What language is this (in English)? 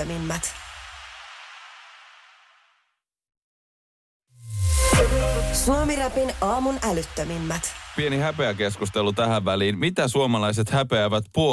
Finnish